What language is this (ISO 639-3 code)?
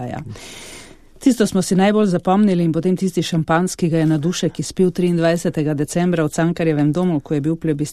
slv